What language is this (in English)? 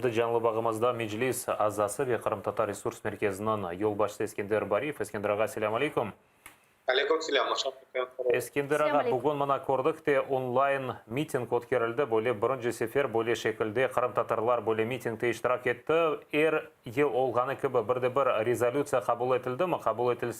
Crimean Tatar